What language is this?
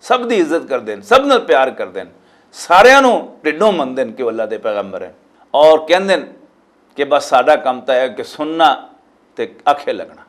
Western Panjabi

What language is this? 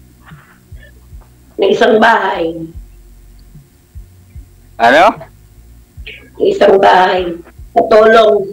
Filipino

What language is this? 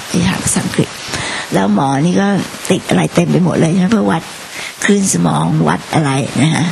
Thai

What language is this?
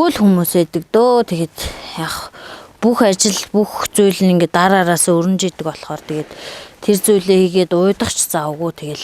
Mongolian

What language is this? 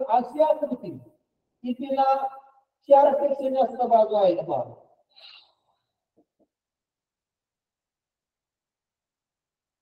Marathi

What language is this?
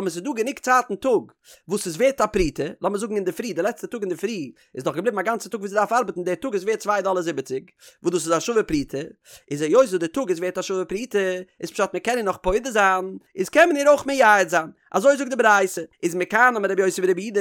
Yiddish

